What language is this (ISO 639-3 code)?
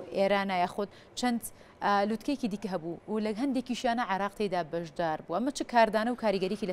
ckb